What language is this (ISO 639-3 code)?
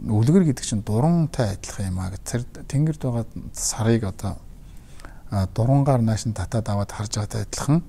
mon